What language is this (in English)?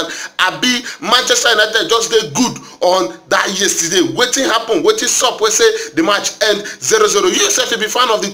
Nigerian Pidgin